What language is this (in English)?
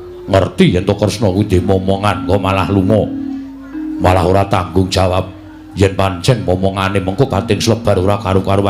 Javanese